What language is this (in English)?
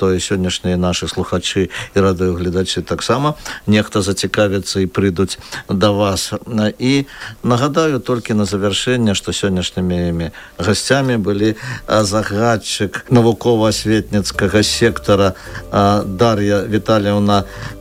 Belarusian